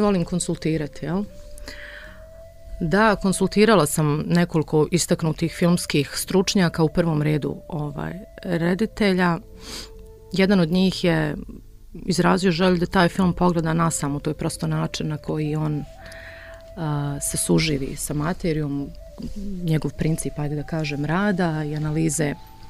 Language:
Bosnian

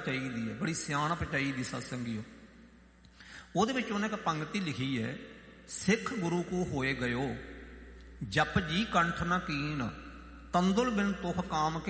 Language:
Punjabi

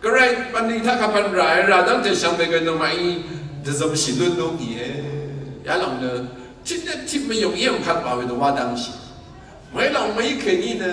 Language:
Rawang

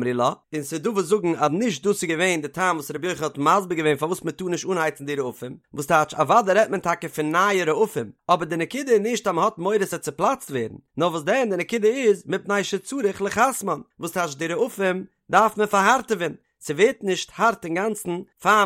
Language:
Yiddish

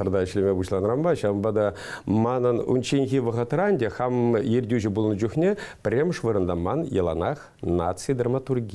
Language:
Chuvash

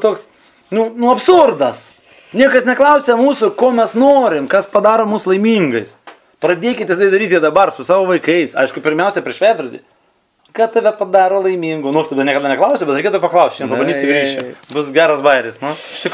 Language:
Lithuanian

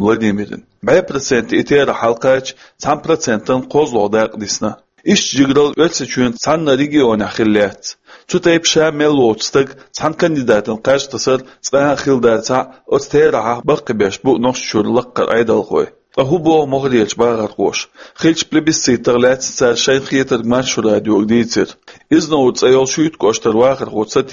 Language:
Chechen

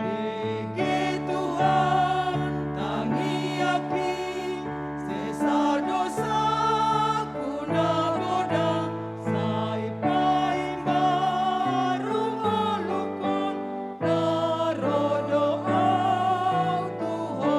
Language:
Batak Toba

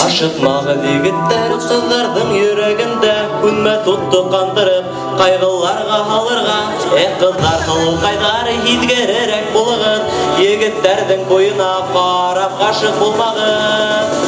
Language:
Bashkir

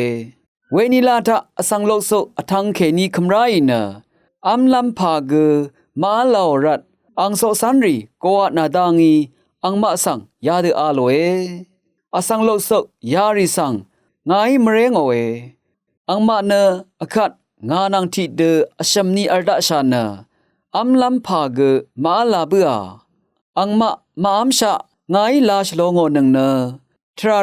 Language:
Rawang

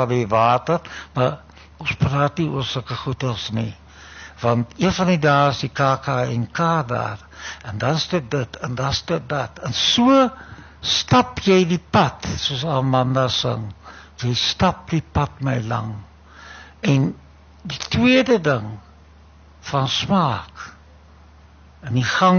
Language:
Afrikaans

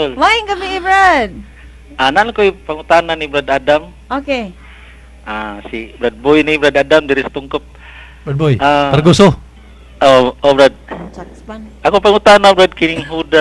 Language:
Cebuano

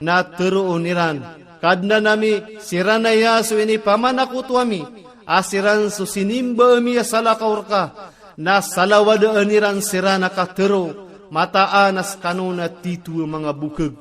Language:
Maranao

